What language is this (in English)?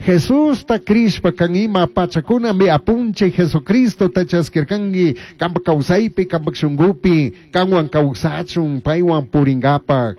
Chimborazo Highland Quichua